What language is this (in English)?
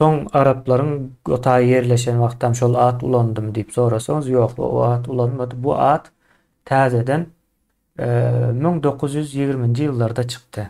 Turkmen